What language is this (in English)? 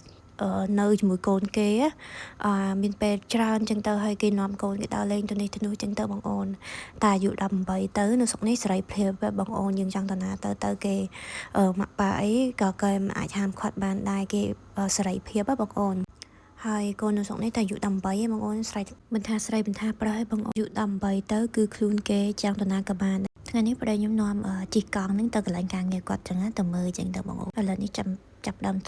Khmer